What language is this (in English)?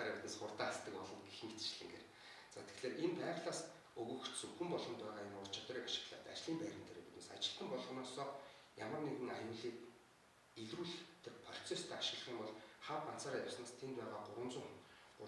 Mongolian